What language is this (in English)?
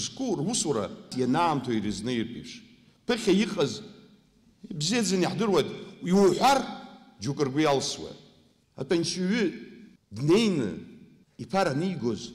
Abkhazian